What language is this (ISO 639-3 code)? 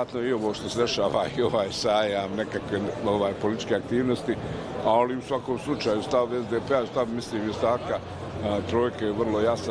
bos